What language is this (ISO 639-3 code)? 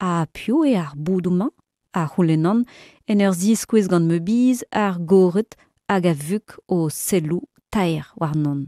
bre